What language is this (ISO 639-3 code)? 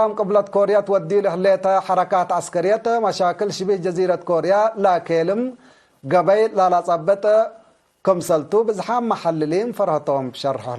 tig